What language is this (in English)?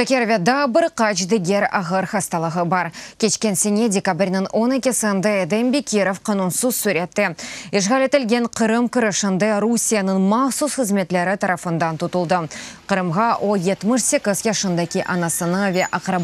Crimean Tatar